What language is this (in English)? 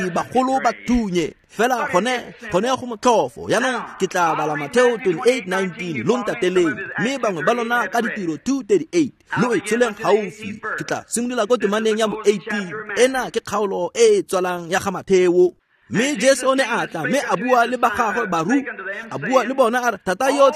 Tswana